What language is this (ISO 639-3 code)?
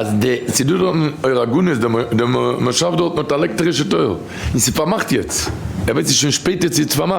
yid